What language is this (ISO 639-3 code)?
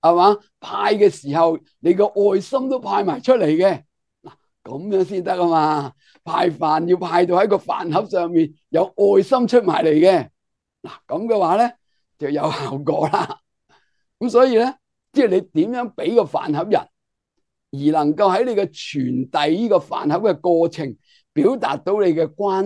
yue